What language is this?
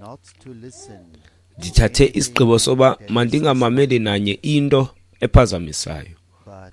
Xhosa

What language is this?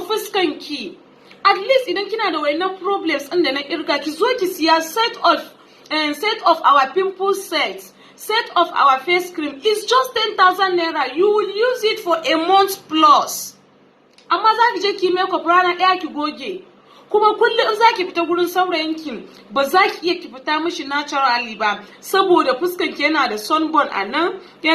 Hausa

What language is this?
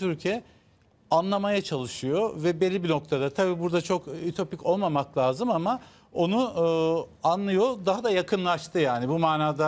Turkish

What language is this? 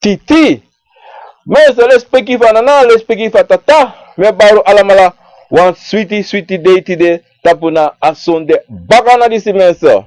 Sranan Tongo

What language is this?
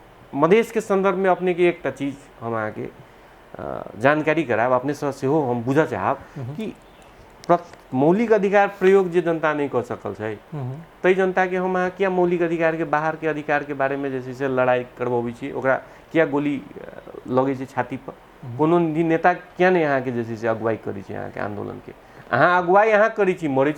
Maithili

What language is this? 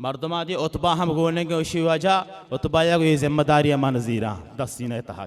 Baluchi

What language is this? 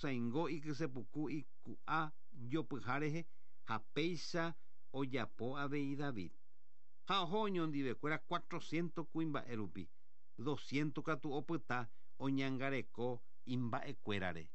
Guarani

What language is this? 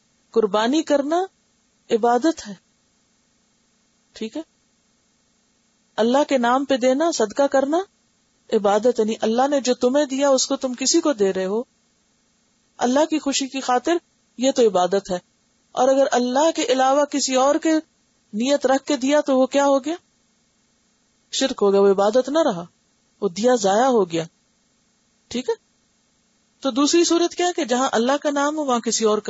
Urdu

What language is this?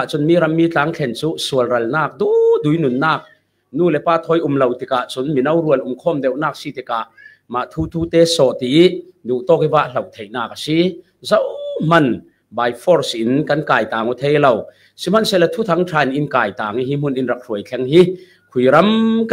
Falam Chin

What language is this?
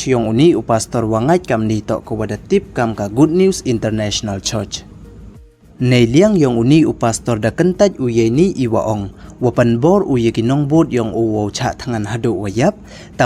Pnar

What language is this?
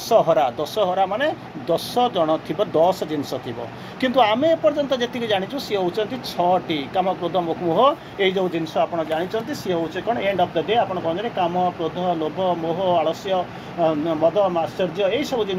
Odia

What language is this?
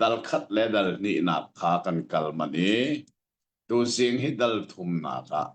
Hakha Chin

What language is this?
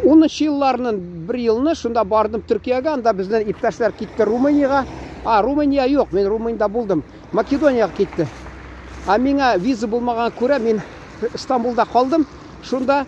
Tatar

